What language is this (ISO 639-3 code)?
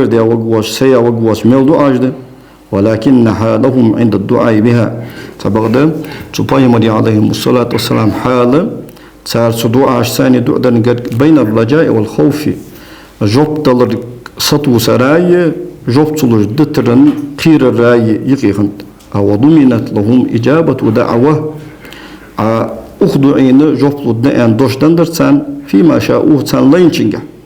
inh